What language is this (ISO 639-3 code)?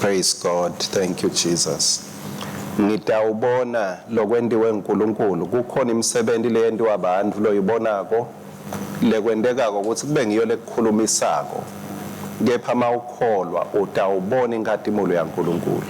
ssw